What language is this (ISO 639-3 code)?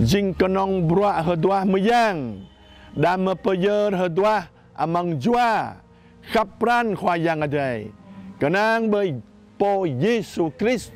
jra